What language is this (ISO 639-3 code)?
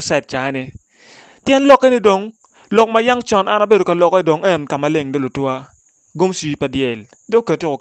ach